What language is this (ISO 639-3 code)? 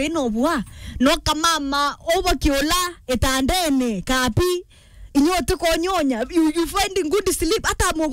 mer